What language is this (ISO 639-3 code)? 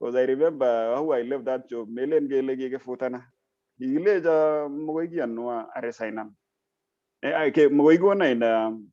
kln